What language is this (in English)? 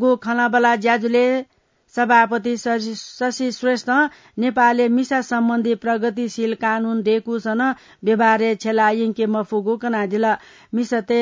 Newari